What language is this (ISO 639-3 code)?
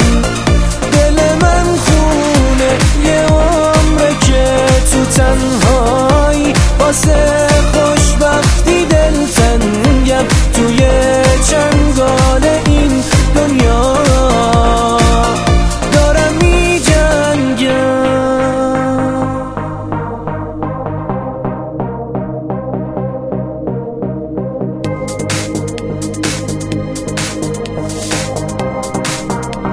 fas